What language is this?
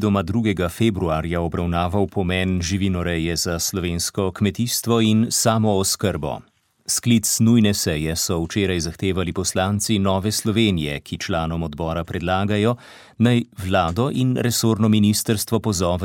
Slovenian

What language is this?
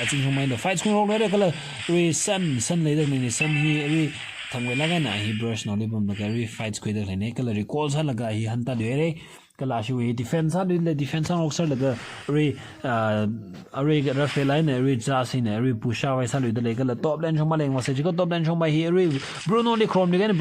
Tangkhul Naga (India)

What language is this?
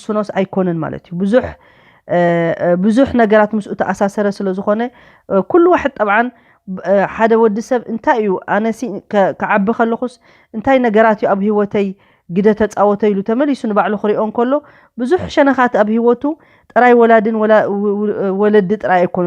Tigrinya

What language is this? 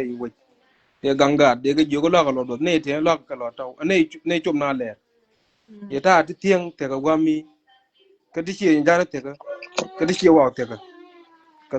Nuer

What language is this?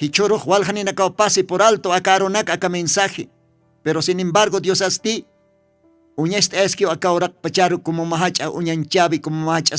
Aymara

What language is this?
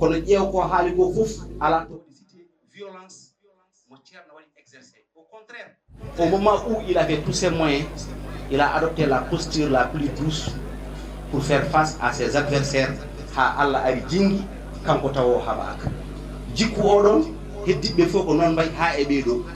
Fula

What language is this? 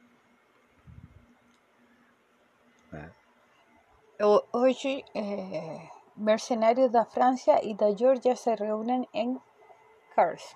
Portuguese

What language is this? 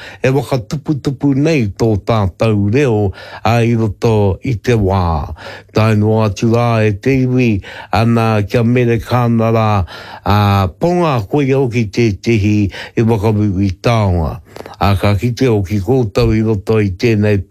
Māori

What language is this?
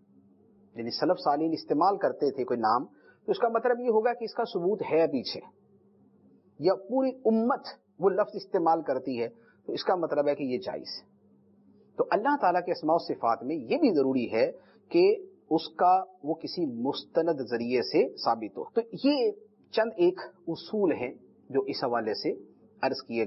Urdu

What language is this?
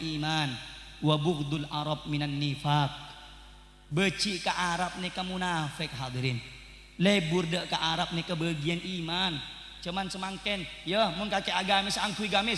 Madurese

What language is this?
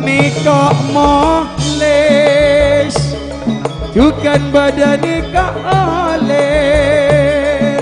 Madurese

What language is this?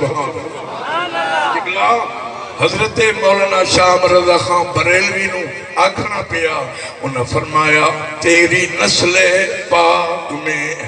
Saraiki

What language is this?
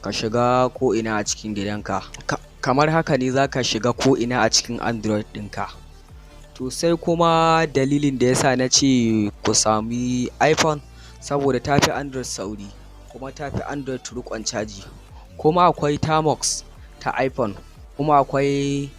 Hausa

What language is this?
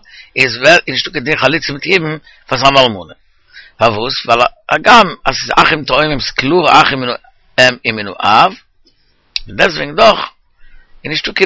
Yiddish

